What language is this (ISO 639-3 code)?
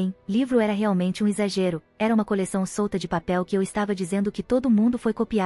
por